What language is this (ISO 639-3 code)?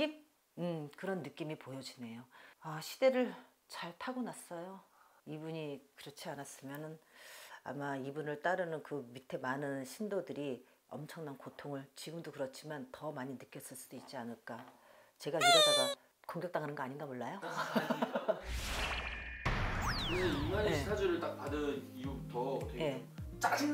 kor